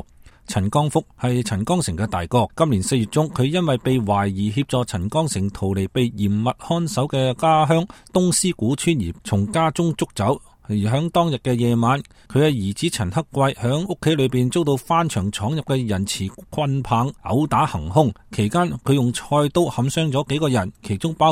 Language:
Cantonese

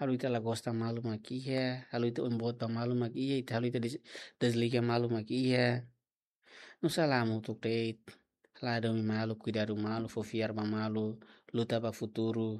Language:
Tetum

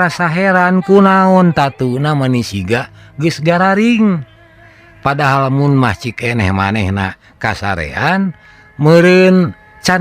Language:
Sundanese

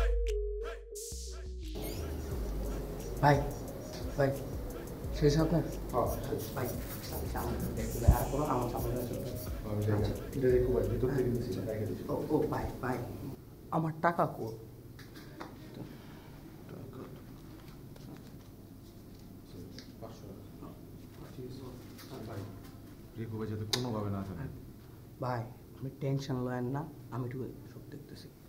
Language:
Bangla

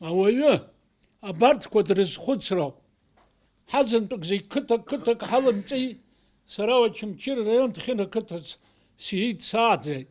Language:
Abkhazian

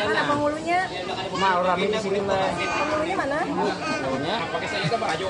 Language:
Banjar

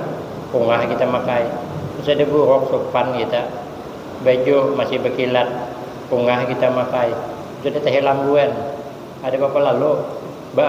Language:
Banjar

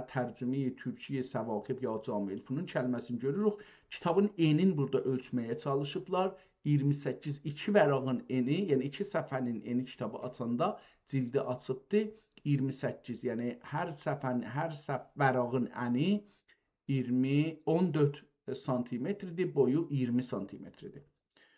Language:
South Azerbaijani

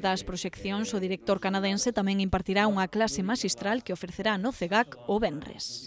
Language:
Galician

